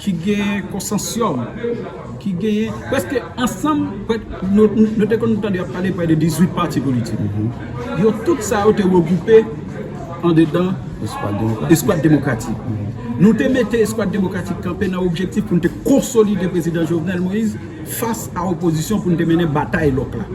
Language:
Haitian Creole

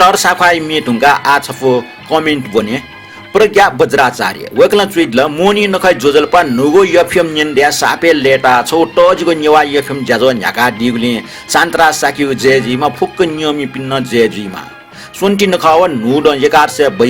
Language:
Newari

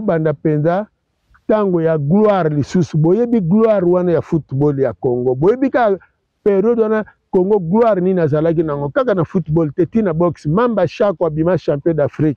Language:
Lingala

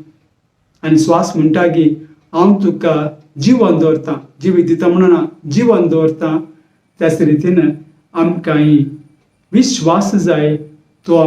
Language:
Konkani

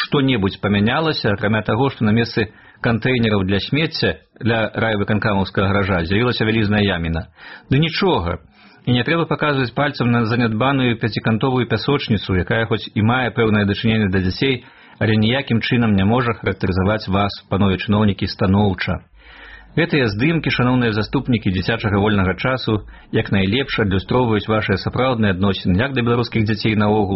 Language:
Belarusian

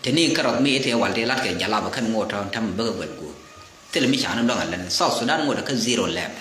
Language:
Nuer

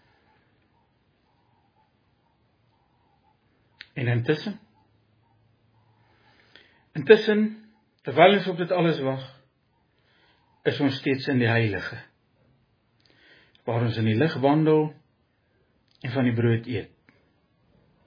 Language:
Afrikaans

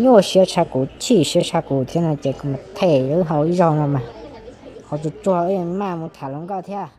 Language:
Hmong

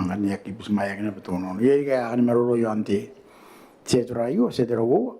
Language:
Gilbertese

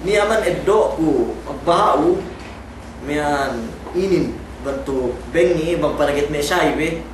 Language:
Yakan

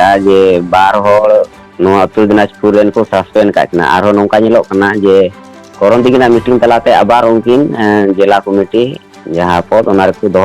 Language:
Santali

